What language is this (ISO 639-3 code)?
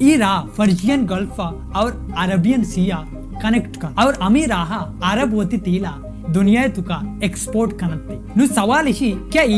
bal